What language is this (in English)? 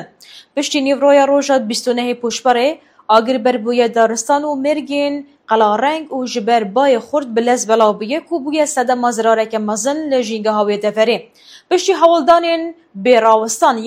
Kurdish